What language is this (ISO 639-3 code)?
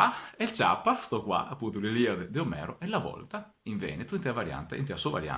vec